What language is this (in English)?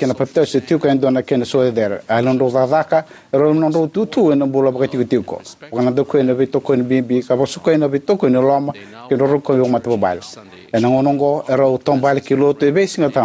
Fijian